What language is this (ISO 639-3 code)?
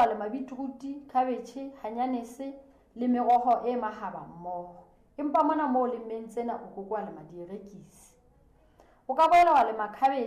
sot